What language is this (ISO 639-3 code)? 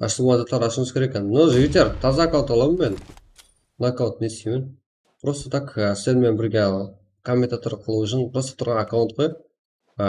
kaa